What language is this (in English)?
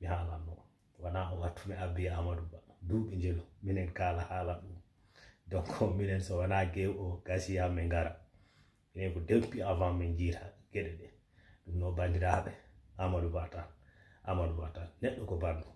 Fula